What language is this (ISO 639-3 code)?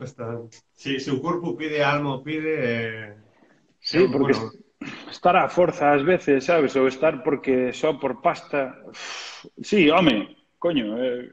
glg